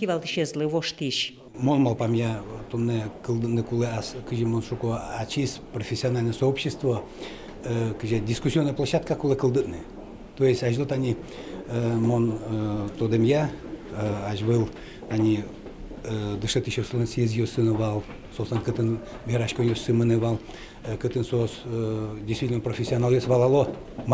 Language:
Udmurt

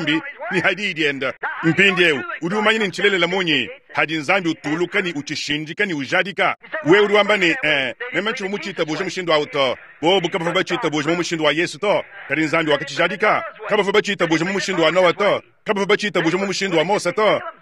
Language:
Luba-Lulua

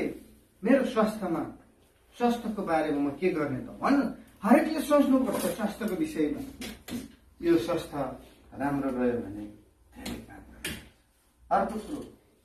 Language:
Nepali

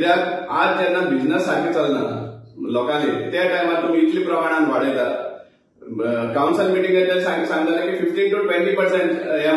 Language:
Konkani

